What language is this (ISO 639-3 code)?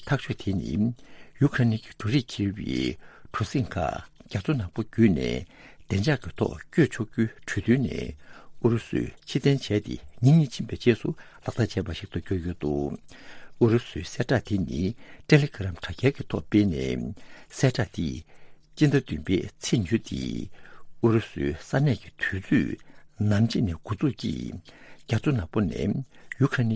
bod